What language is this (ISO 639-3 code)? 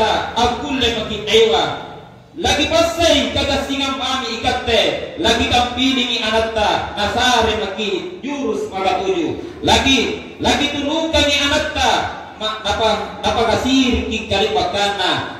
mak